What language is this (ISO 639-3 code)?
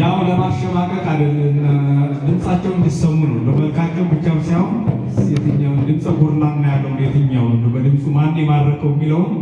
amh